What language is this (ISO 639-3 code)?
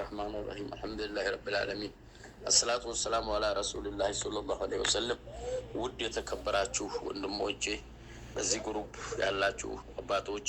amh